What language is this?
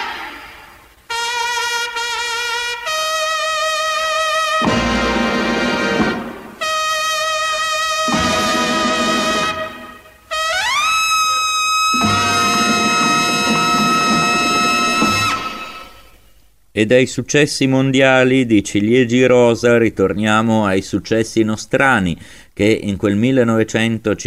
Italian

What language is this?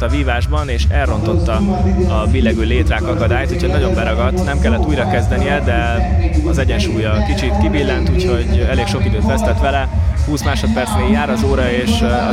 Hungarian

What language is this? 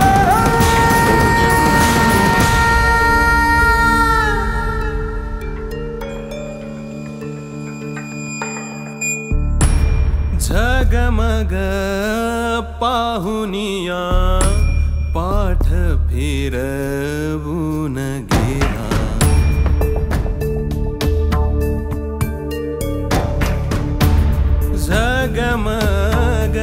Marathi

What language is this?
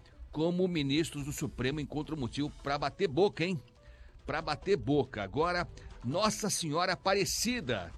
Portuguese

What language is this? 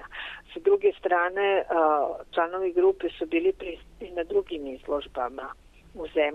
Serbian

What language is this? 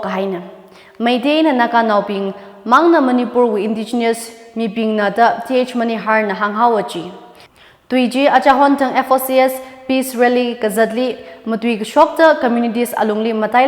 Tangkhul Naga (India)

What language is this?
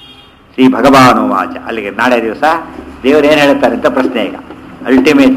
Kannada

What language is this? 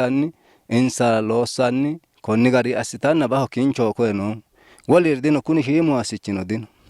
Sidamo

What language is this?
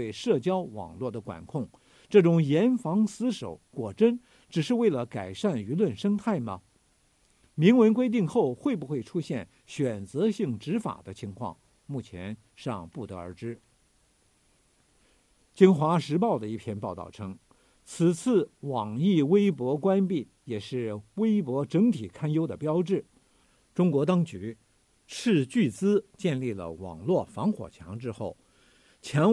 Chinese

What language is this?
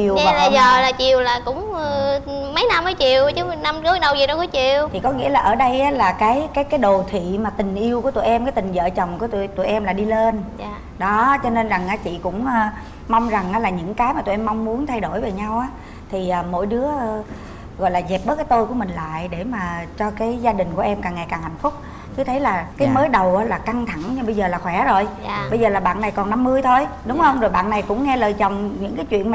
Vietnamese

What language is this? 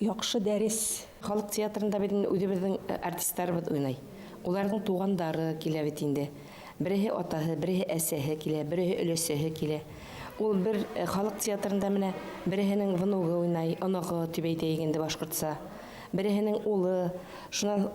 Bashkir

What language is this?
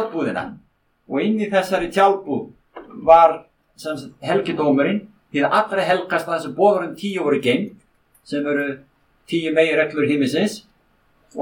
Icelandic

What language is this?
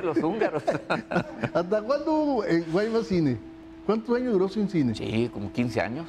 Spanish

